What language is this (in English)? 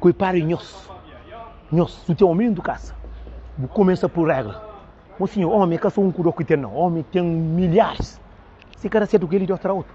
Kabuverdianu